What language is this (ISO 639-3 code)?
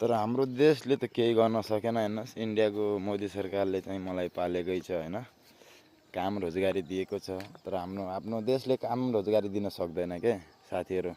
nep